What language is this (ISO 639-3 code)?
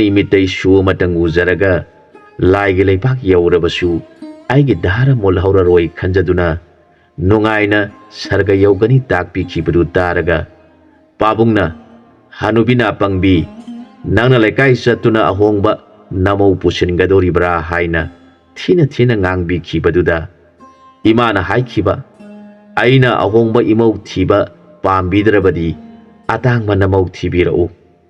mni